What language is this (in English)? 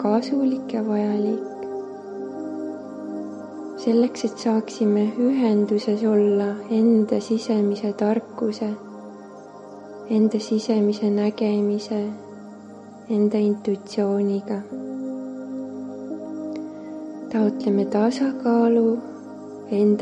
Estonian